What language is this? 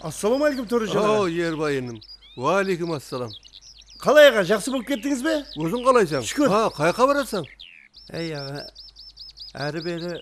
Kara-Kalpak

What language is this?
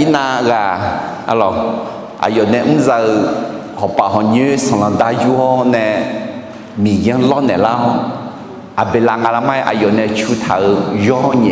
Akha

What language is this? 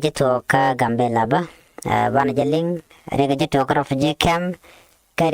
Nuer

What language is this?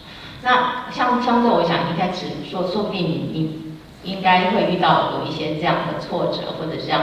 Chinese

